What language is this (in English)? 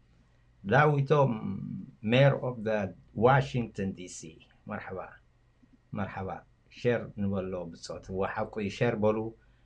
Tigrinya